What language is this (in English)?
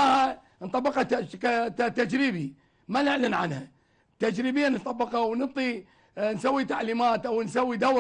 Mesopotamian Arabic